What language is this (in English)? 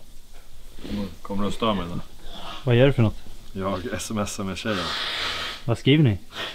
Swedish